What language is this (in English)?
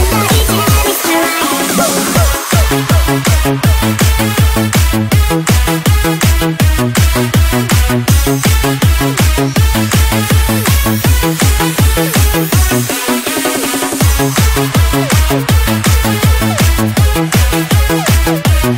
Chinese